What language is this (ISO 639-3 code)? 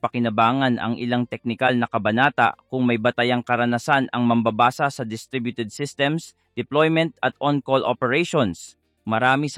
fil